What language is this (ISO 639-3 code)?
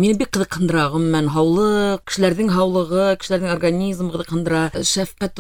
bak